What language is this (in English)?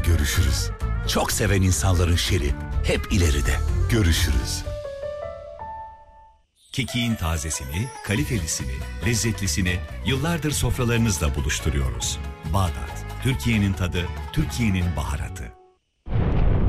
Turkish